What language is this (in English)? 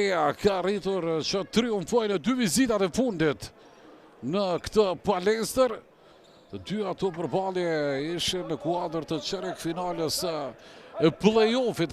Albanian